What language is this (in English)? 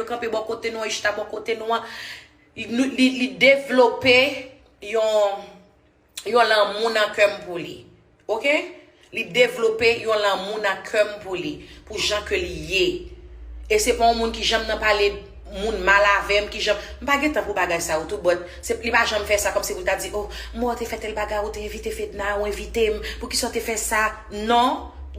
Haitian Creole